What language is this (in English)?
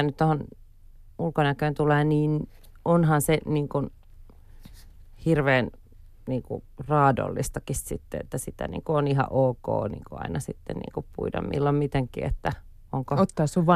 Finnish